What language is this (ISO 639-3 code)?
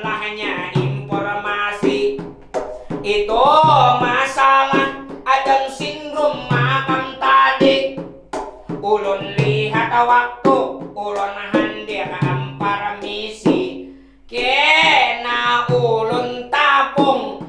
bjn